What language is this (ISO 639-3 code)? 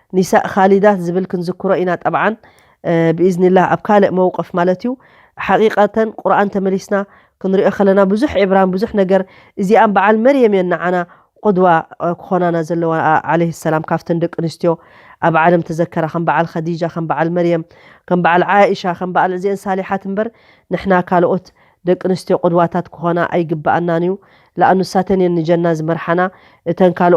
tir